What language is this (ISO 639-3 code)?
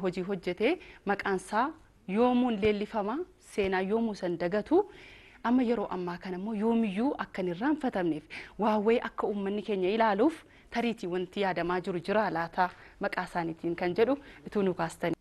orm